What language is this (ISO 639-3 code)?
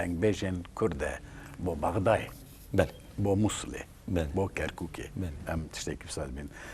kur